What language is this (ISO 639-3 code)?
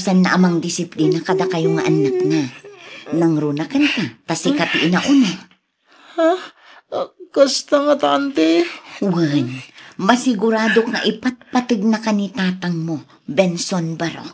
ilo